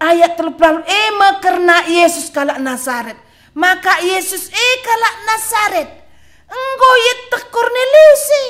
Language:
Batak Karo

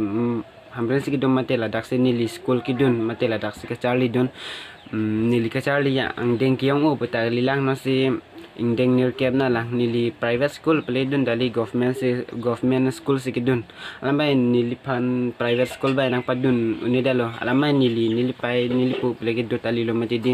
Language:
Karbi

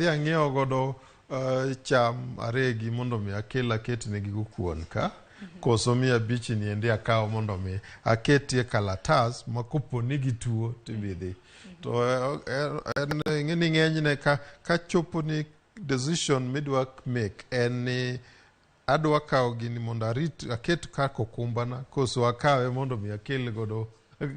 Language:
Luo (Kenya and Tanzania)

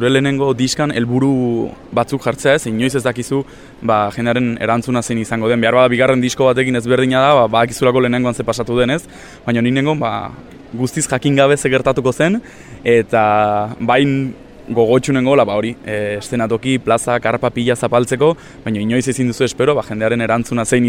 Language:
Basque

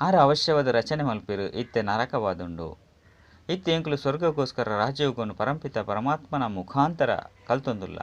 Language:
Tulu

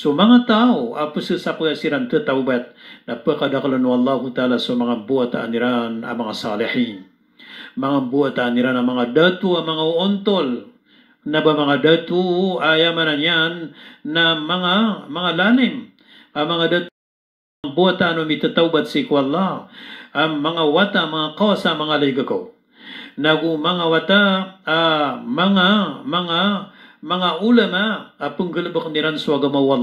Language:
Maranao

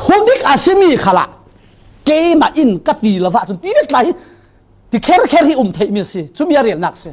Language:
Falam Chin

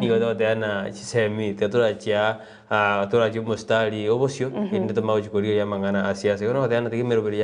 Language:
Gusii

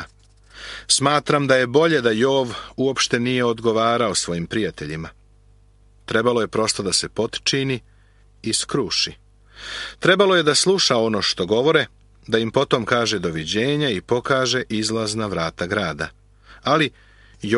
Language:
Serbian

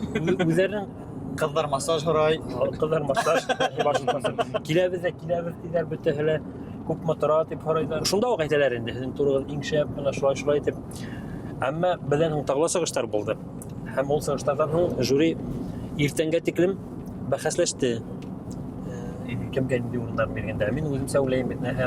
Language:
Bashkir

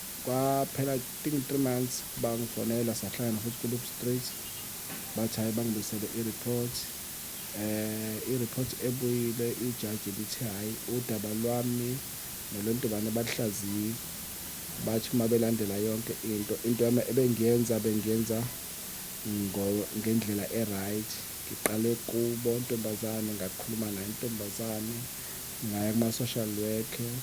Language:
Zulu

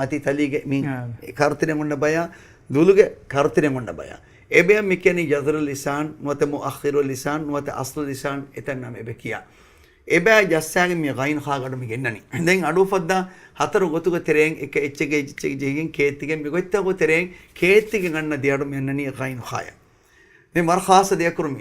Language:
Divehi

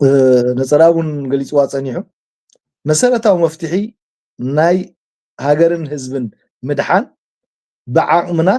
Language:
Tigrinya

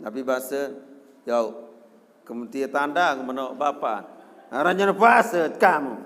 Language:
Sasak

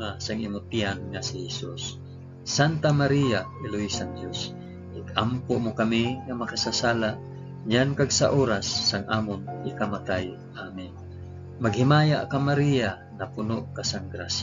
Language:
Hiligaynon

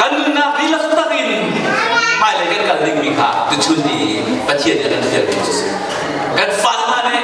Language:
Hakha Chin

